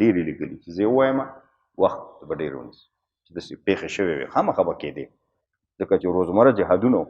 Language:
Pashto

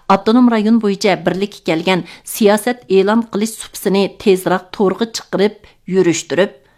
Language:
Uyghur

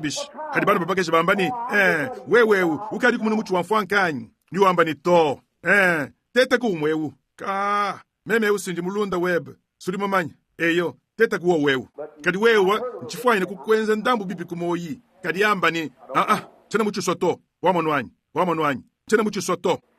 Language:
Luba-Lulua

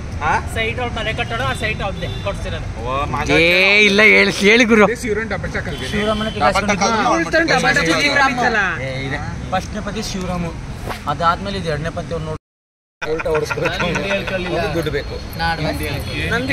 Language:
Kannada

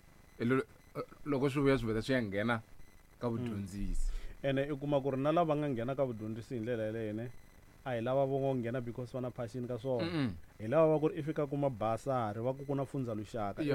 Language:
Tsonga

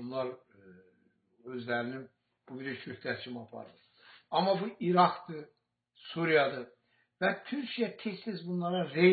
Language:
Azerbaijani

